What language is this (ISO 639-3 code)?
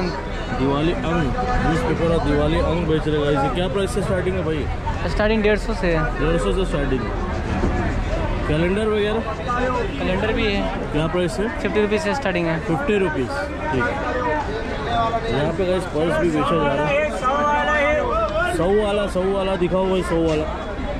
hin